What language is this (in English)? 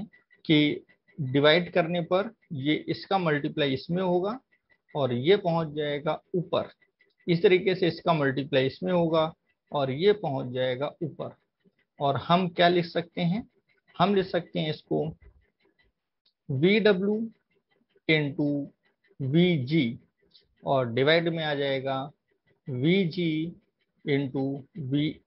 Hindi